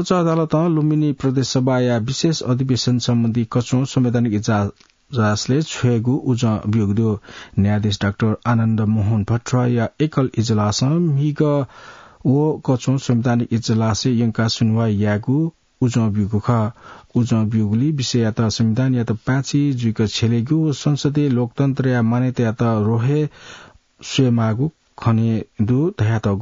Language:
Newari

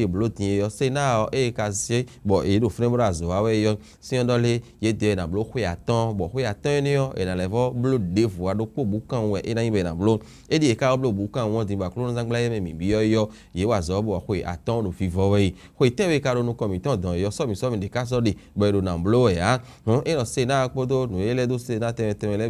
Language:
Fon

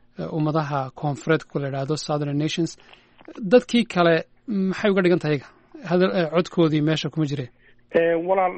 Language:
Somali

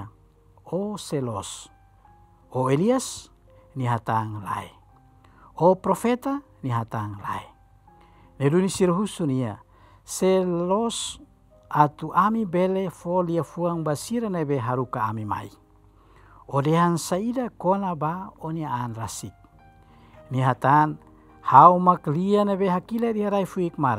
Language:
Tetum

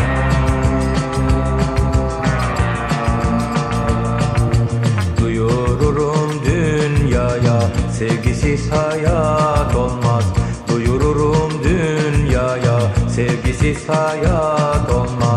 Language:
Turkish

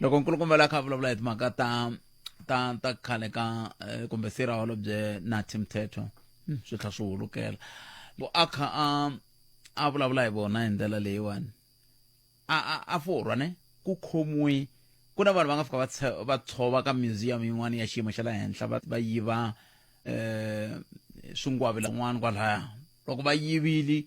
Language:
Tsonga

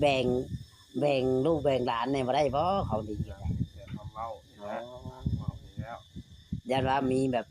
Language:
Northeastern Thai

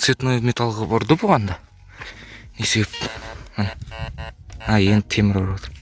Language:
Kazakh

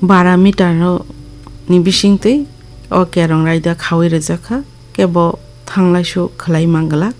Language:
Kok Borok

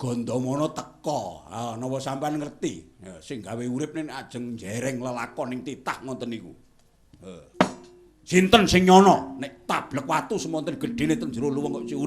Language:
Javanese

